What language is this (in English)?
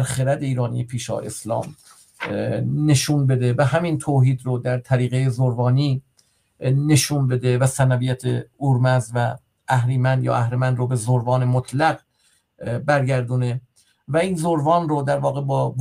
Persian